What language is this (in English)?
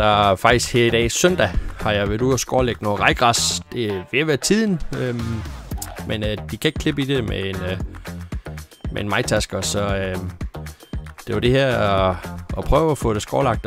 Danish